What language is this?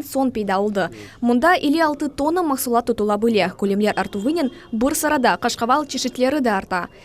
Crimean Tatar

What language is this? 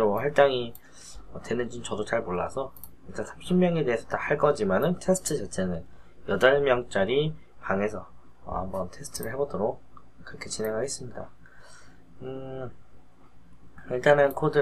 Korean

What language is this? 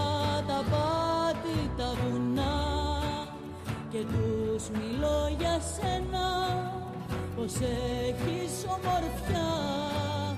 Greek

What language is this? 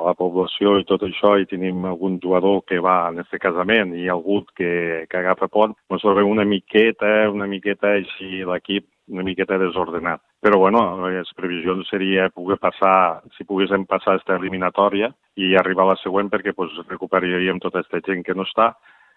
Catalan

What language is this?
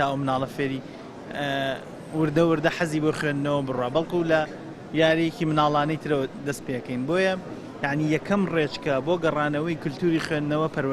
Central Kurdish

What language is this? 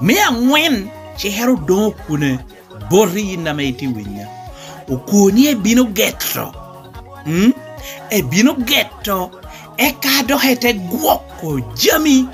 Lango (Uganda)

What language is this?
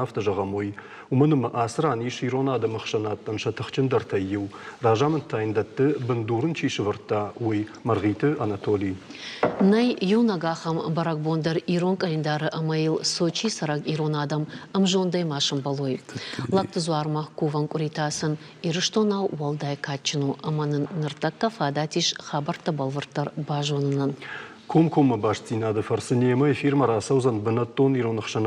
Ossetic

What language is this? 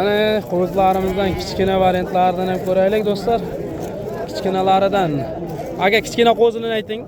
Uzbek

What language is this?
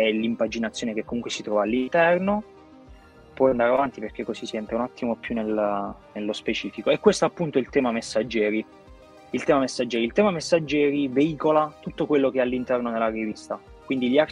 Italian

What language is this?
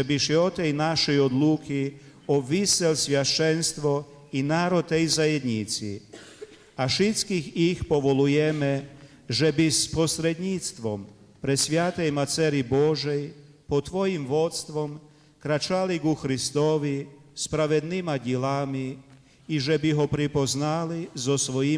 Rusyn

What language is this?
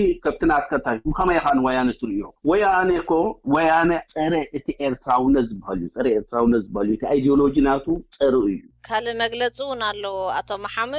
Tigrinya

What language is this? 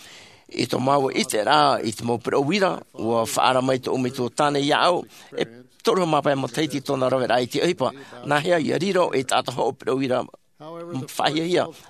Tahitian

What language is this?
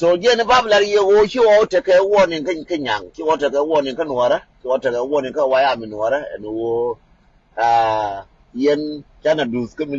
Nuer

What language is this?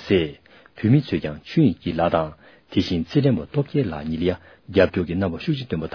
Tibetan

